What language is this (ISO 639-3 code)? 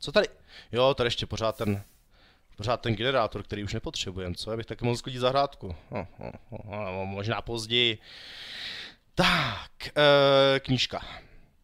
ces